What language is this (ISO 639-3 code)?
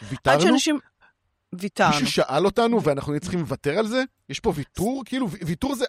heb